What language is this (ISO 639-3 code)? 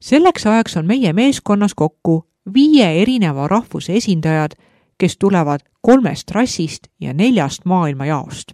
est